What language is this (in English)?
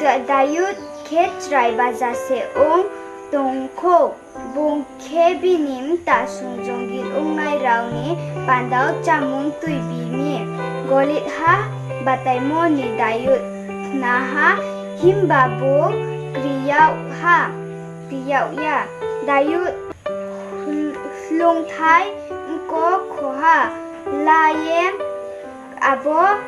Riang (India)